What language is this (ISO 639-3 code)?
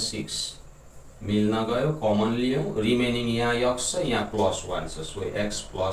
nep